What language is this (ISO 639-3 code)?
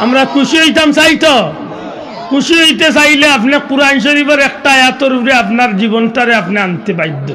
syl